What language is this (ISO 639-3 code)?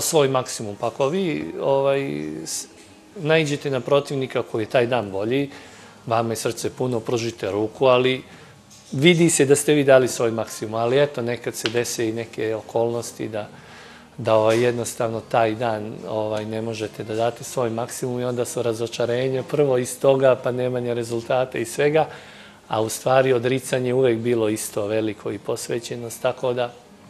srp